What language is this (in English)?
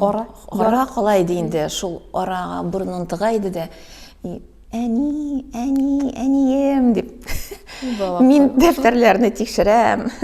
Tatar